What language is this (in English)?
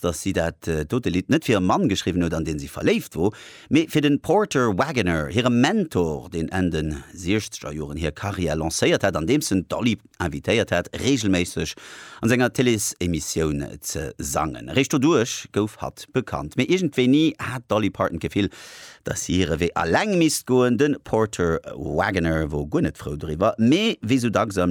Luxembourgish